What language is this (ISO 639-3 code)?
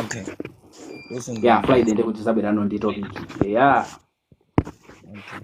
nya